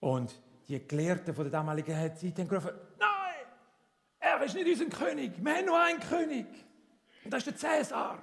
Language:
Swiss German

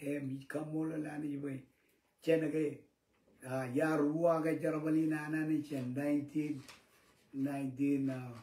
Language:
Marshallese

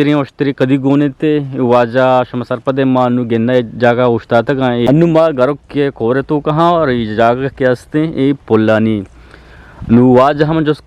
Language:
Eastern Balochi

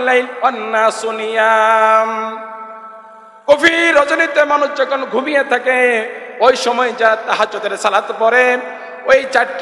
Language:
Bangla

